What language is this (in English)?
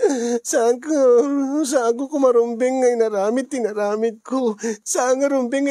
Iloko